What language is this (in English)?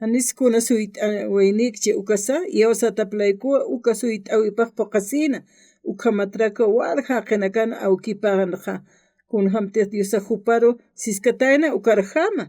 Aymara